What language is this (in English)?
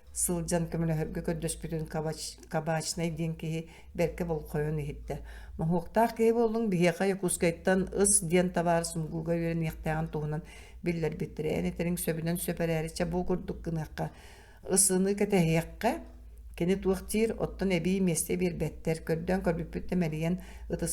Yakut